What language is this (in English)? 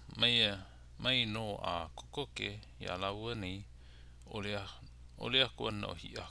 Hawaiian